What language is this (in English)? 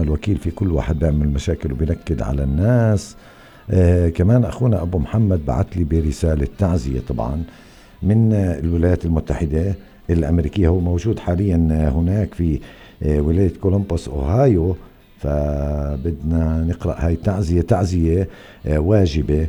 North Levantine Arabic